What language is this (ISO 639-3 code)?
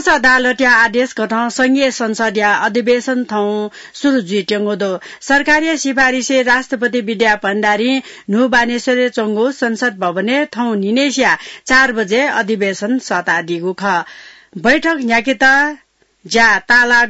new